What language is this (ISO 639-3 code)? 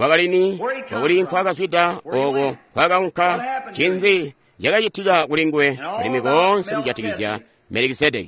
toi